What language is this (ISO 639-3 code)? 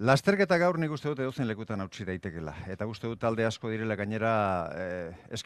eus